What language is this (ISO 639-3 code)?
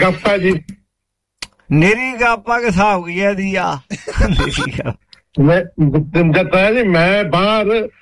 pan